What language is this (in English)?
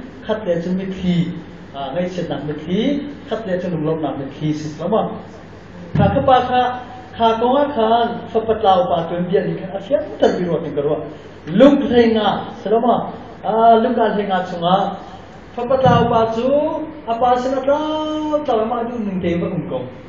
Hakha Chin